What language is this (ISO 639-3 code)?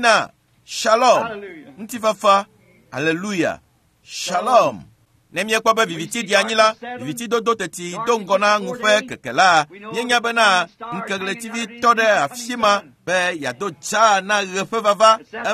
ewe